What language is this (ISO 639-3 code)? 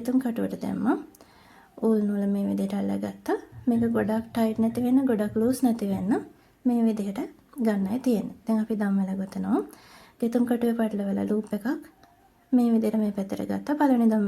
sin